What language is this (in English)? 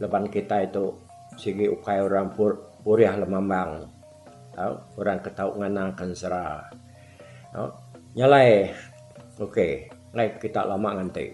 Iban